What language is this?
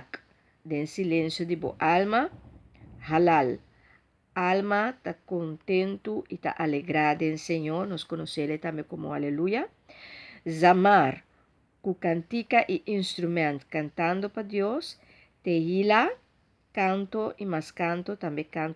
Papiamento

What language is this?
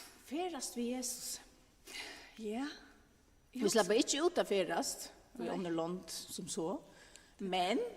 Faroese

